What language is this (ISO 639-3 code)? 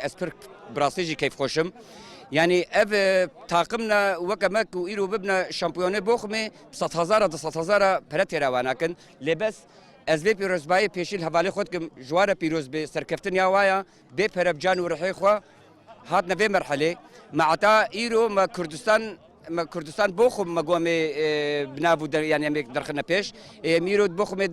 kur